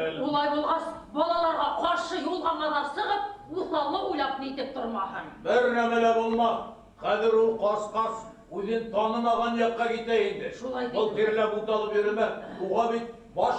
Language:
Bashkir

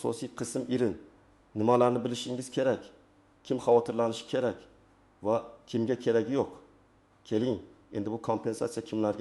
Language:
Uzbek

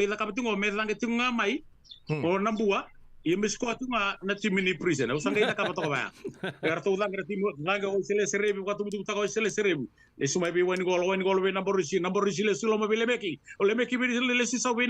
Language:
Fijian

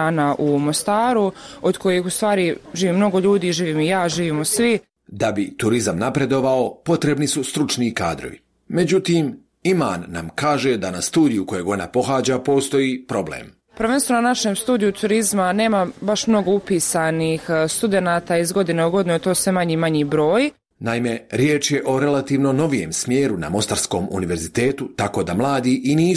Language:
Bosnian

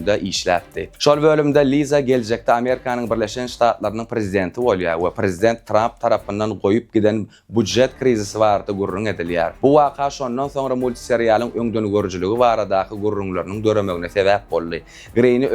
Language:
Turkmen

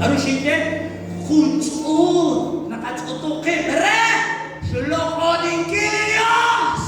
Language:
Kekchí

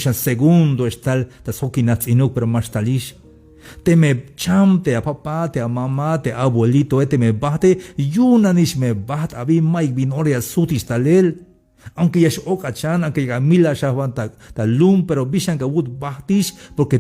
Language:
Tzeltal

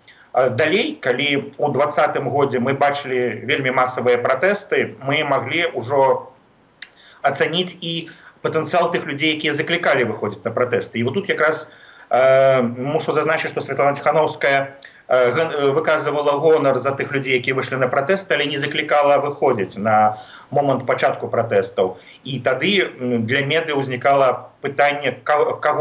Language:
Belarusian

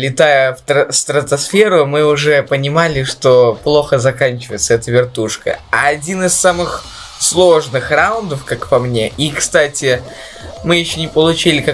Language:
Russian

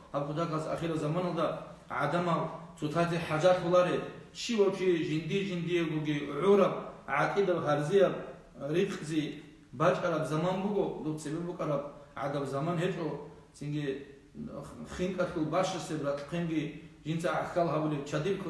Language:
Avaric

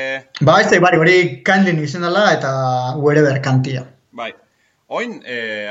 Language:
Basque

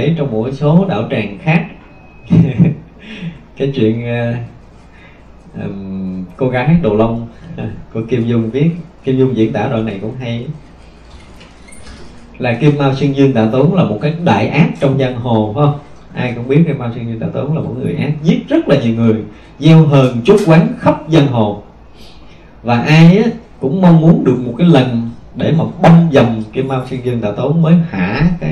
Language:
Vietnamese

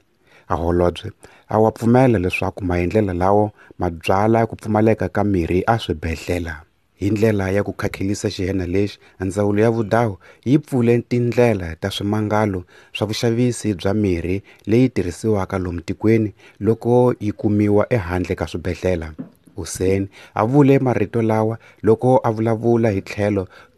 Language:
Tsonga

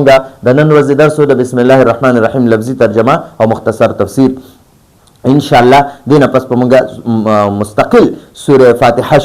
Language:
Pashto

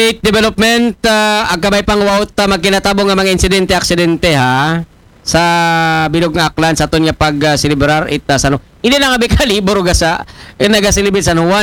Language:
Aklanon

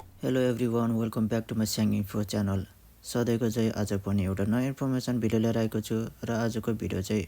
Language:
Nepali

